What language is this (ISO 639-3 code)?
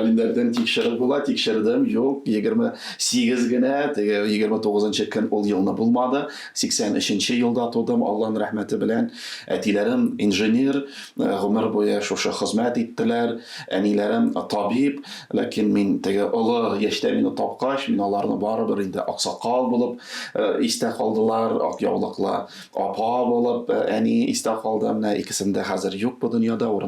tat